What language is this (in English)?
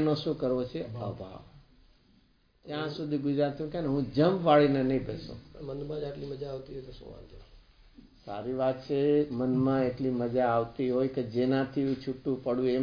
Gujarati